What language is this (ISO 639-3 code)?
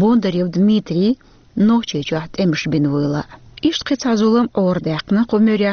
che